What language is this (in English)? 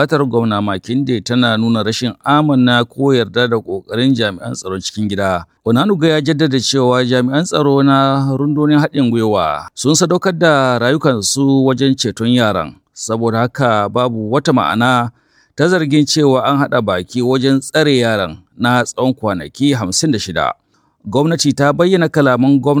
Hausa